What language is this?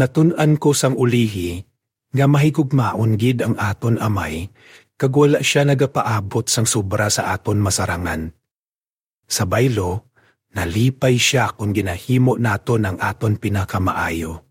Hiligaynon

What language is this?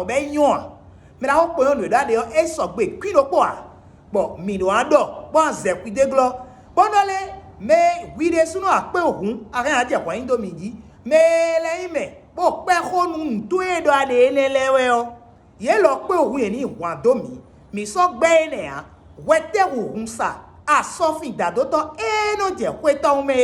Fon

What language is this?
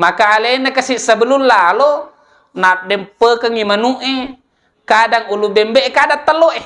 Buginese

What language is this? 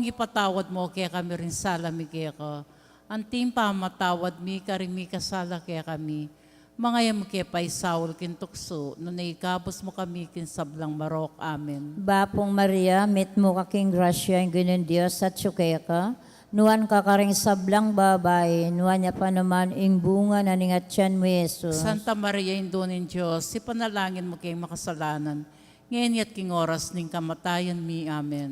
Pampanga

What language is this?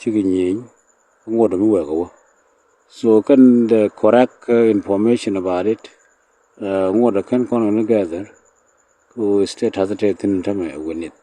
Nuer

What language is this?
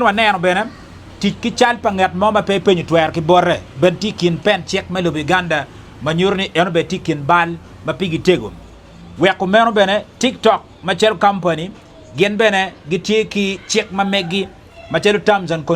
Acoli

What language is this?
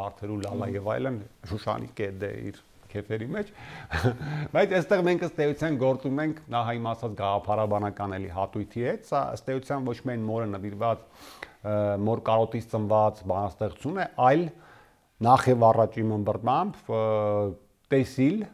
Armenian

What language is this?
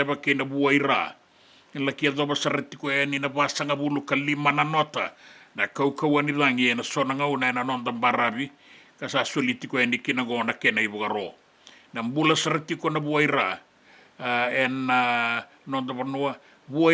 Fijian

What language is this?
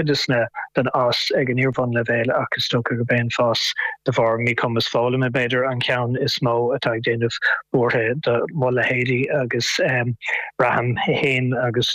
Irish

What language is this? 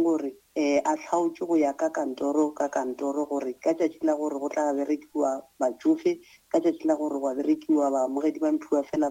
Northern Sotho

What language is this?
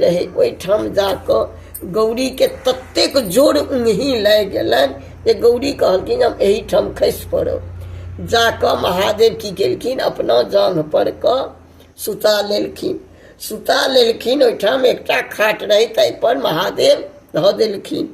Maithili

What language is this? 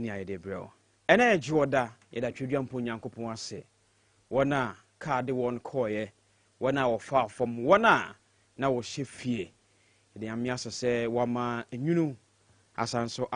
Akan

